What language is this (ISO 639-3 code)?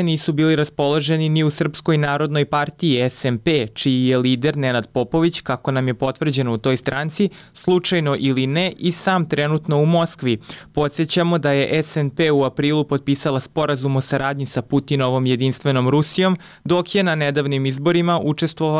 srp